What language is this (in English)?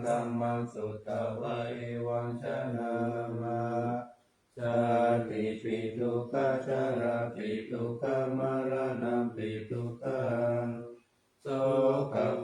Pali